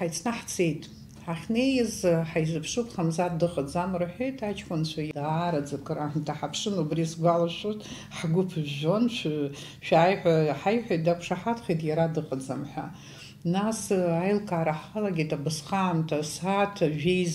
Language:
Abkhazian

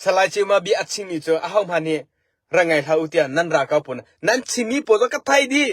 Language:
Hakha Chin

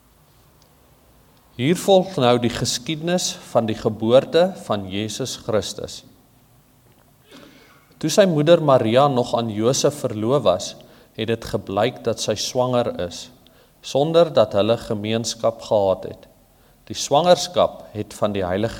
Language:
Afrikaans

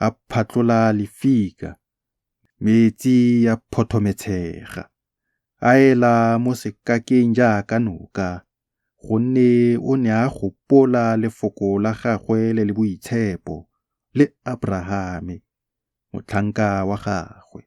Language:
Tswana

